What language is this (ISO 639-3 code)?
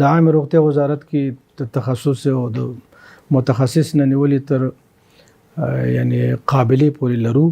pus